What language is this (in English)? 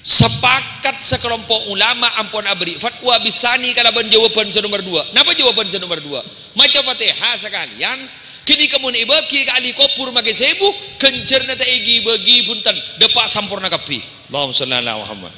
Madurese